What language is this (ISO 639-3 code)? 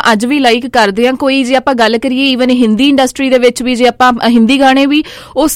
pan